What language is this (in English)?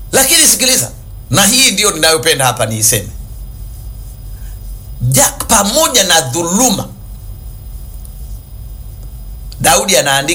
Swahili